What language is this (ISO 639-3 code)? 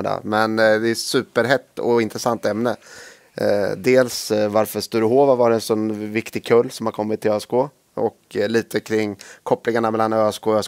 swe